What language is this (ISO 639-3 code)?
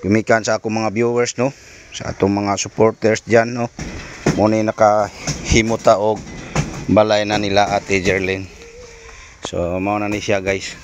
ceb